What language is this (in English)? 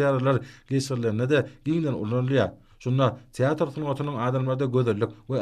Turkmen